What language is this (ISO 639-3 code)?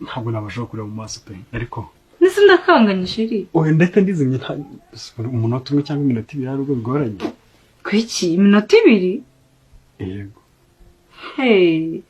kin